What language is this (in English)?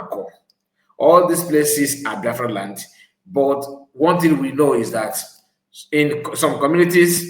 Igbo